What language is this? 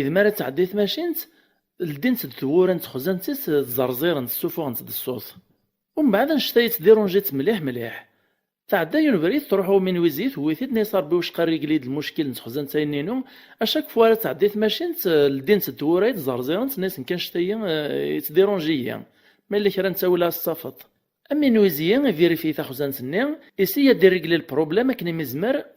Kabyle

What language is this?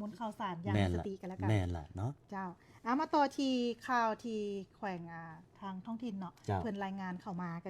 Lao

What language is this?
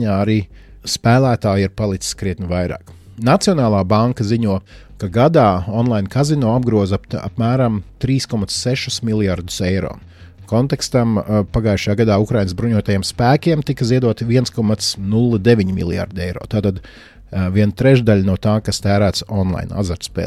Latvian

